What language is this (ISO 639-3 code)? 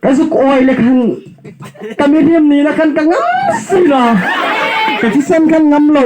hmr